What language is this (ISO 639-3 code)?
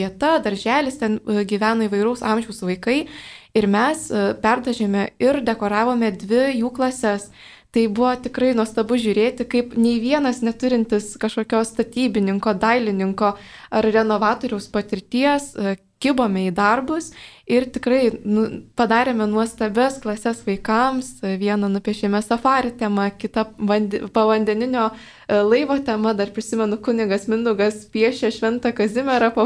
lit